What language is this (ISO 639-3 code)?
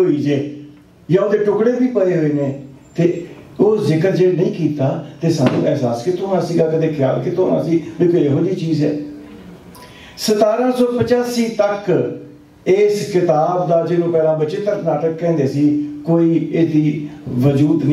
pan